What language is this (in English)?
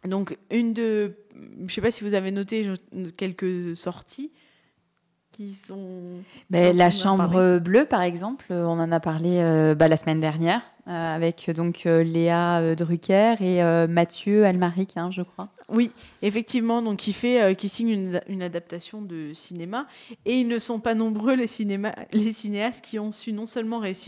French